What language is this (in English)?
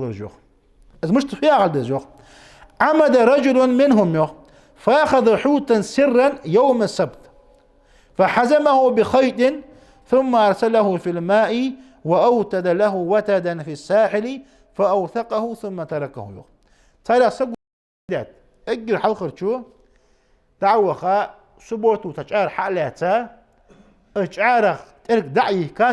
Ingush